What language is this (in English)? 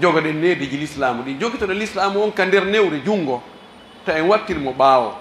Pular